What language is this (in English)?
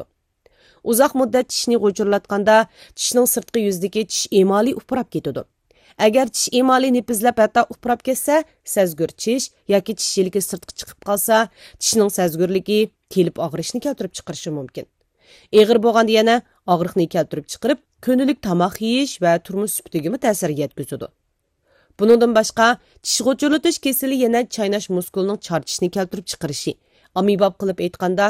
Uyghur